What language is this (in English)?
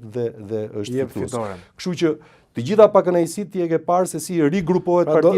Albanian